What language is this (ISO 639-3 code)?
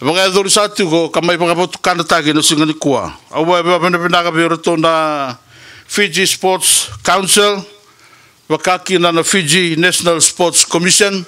fij